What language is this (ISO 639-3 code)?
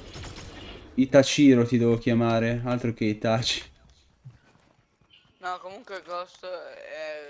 ita